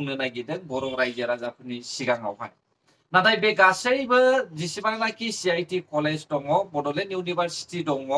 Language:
Bodo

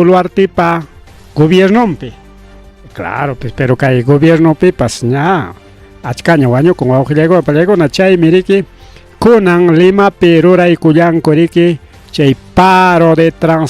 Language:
Ayacucho Quechua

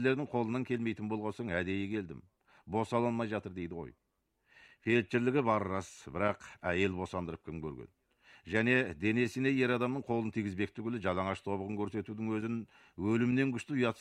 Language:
Kazakh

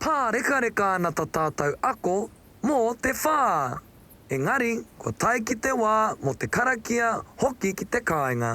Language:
Māori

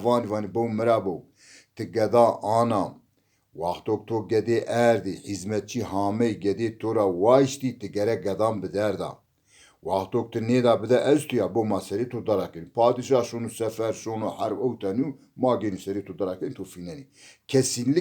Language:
Zaza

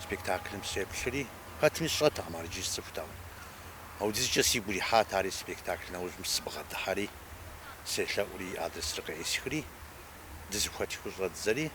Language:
Kabardian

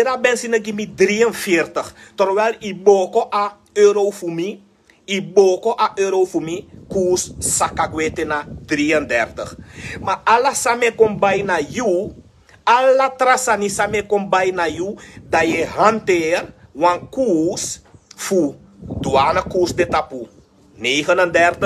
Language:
Sranan Tongo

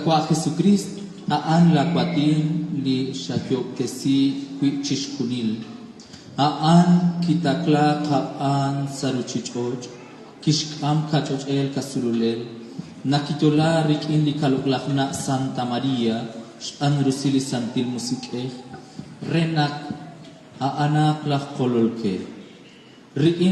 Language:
Kekchí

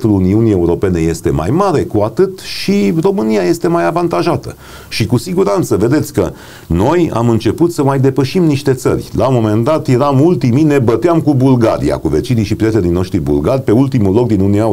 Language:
Romanian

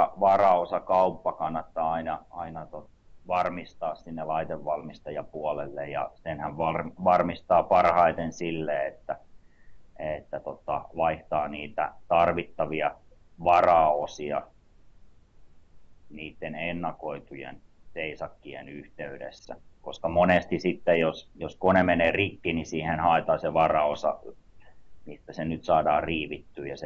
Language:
Finnish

